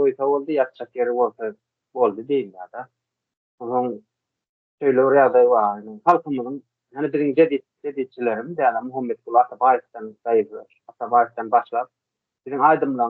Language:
Turkmen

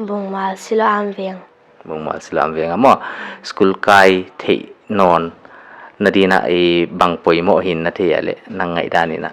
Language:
Paite Chin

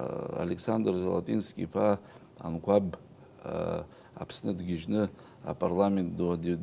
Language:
Abkhazian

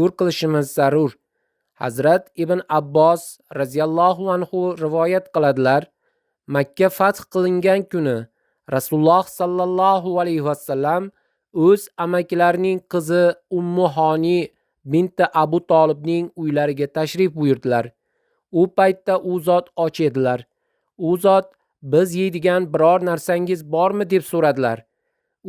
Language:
Uzbek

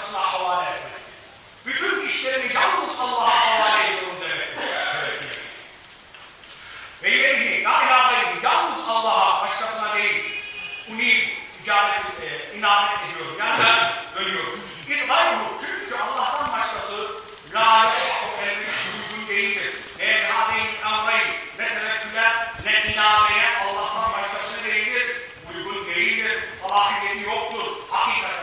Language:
Turkish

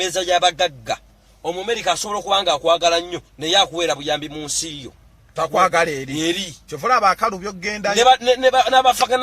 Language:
Ganda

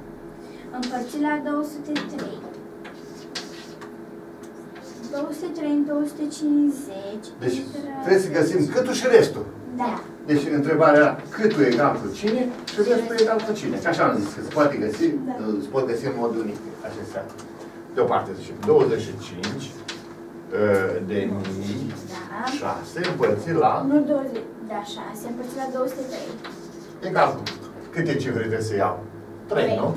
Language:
Romanian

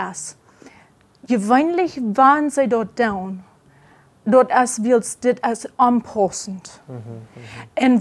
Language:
Plautdietsch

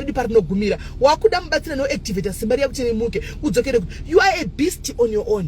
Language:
Shona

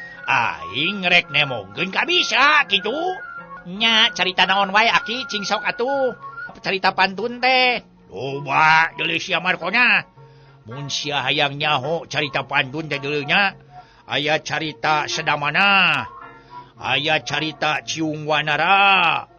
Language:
Sundanese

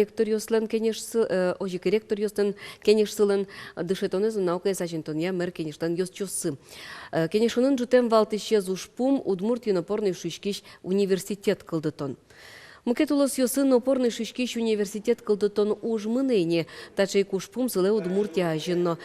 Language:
Udmurt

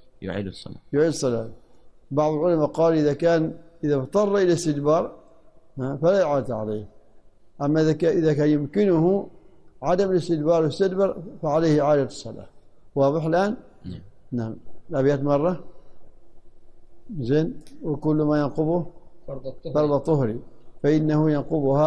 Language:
Arabic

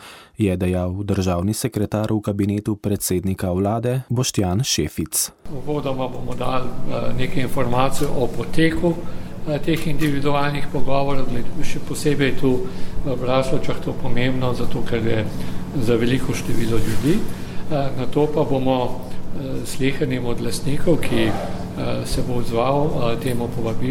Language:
Slovenian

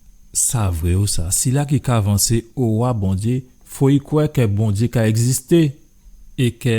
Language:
Guadeloupean Creole French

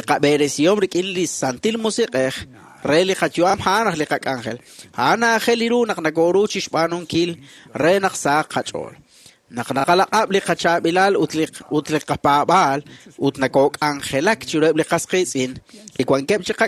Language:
Kekchí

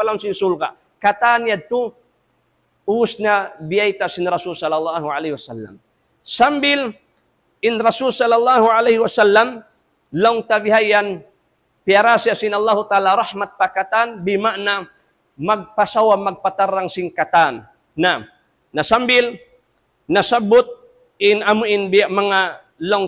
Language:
Tausug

